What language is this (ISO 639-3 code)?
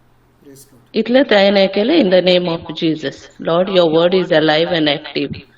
kok